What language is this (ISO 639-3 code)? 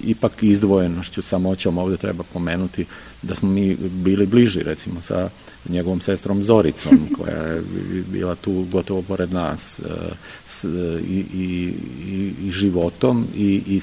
srp